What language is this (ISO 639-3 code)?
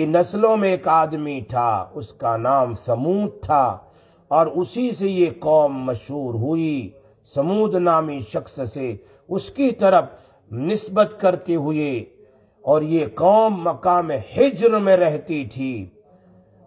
urd